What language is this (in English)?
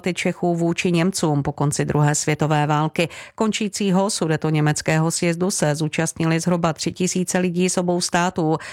Czech